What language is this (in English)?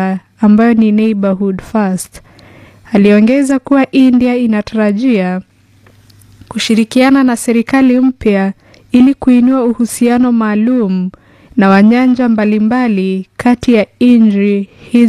Swahili